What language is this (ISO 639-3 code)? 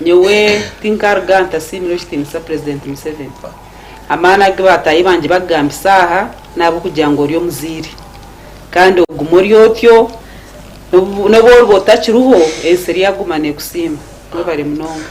nyn